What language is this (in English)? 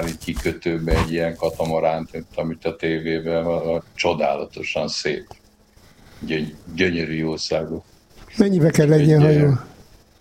Hungarian